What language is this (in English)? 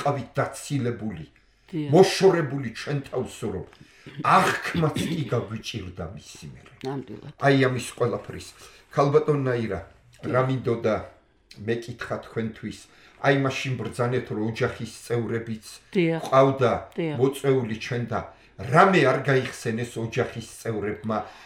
Georgian